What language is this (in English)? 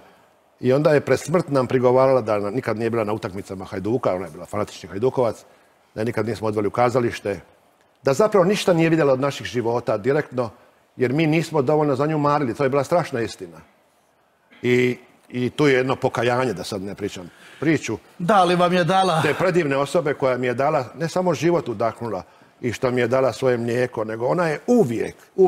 Croatian